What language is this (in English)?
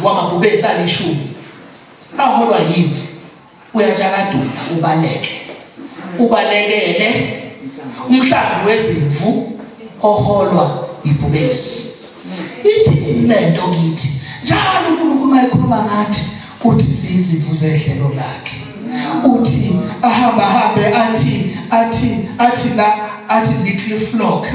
Zulu